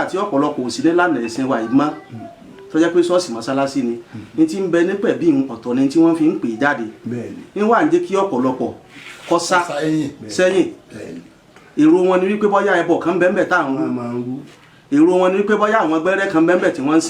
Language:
Yoruba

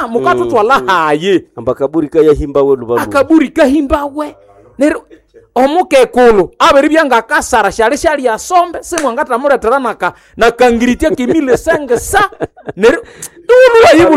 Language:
Nande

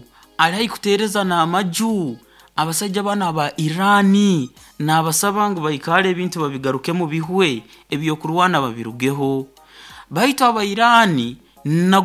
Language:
Nyoro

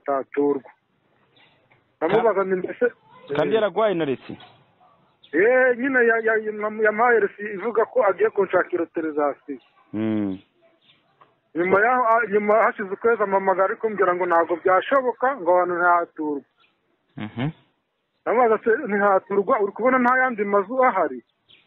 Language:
Kinyarwanda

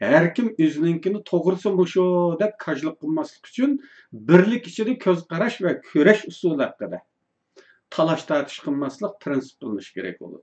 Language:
Uyghur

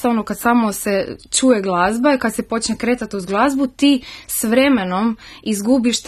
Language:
Croatian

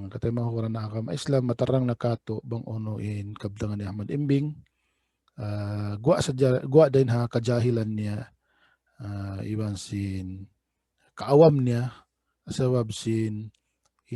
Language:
Tausug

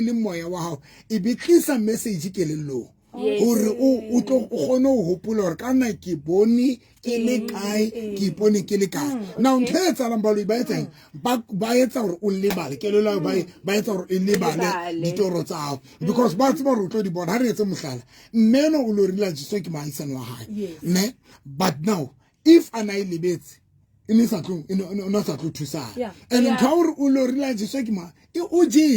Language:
Southern Sotho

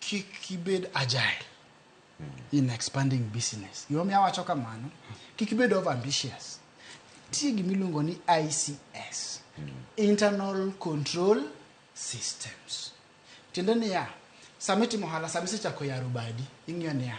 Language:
Luo (Kenya and Tanzania)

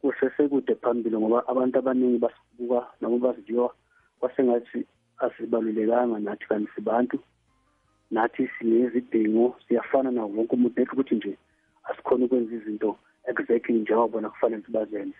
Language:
South Ndebele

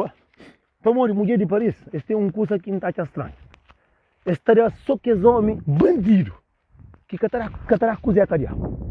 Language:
Kabuverdianu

